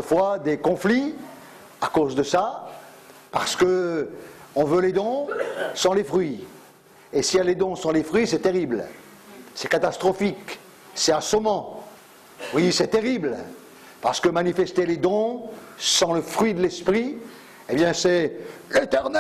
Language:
French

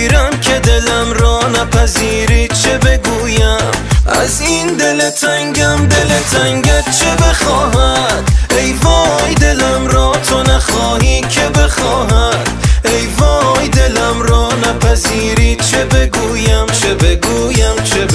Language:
Persian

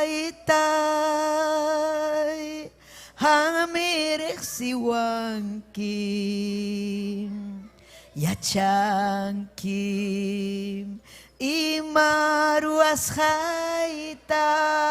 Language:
Ayacucho Quechua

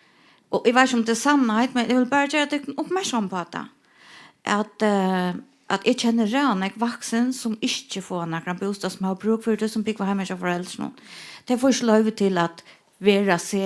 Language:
Faroese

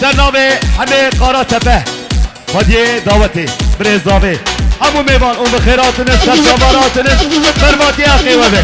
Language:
Kurdish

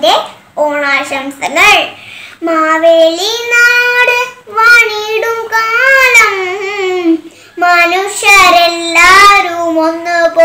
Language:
Malayalam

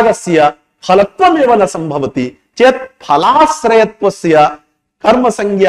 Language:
Sanskrit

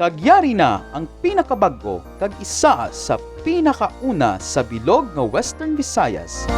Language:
Hiligaynon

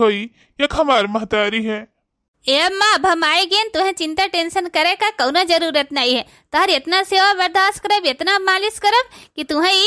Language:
Awadhi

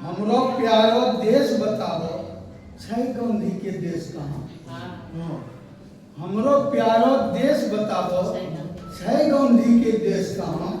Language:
Angika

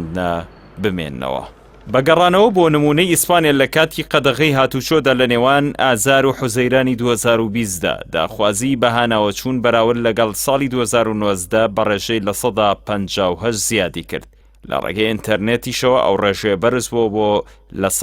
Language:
Central Kurdish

